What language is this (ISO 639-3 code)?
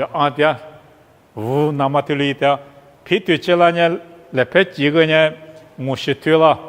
lis